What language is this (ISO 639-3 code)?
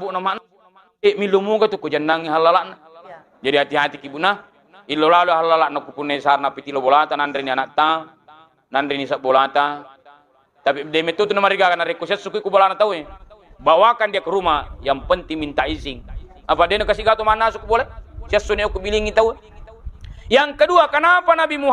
bug